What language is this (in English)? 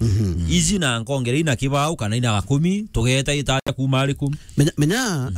Meru